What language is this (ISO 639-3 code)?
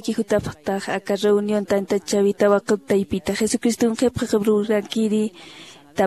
aym